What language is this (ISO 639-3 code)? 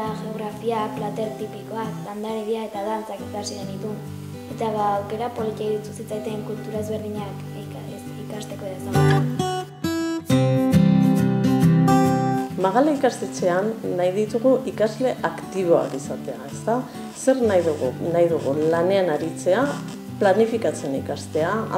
eus